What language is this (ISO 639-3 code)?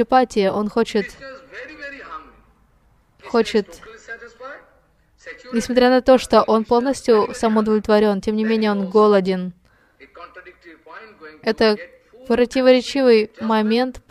rus